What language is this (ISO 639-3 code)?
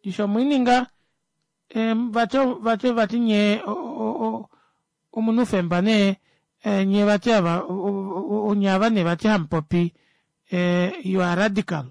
kua